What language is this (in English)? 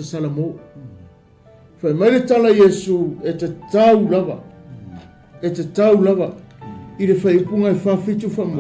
Samoan